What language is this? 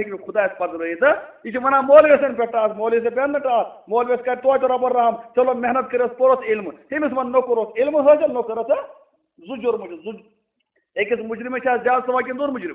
Kashmiri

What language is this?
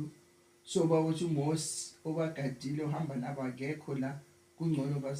Zulu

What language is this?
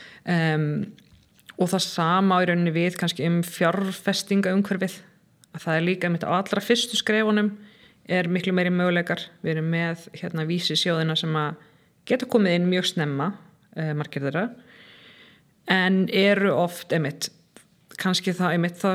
Icelandic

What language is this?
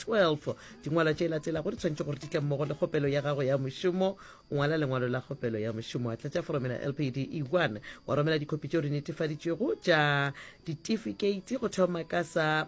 Northern Sotho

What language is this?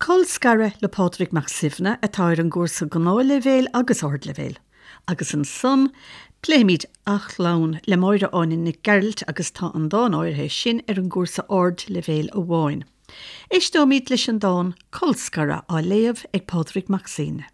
Irish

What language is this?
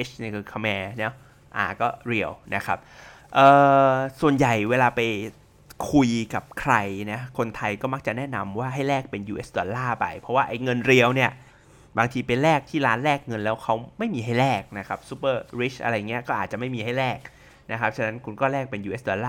Thai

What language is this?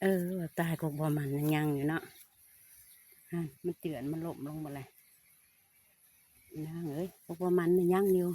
Lao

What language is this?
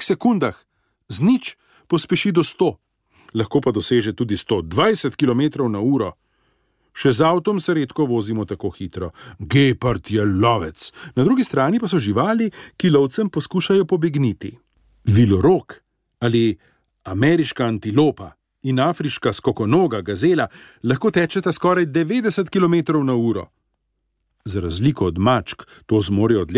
Slovenian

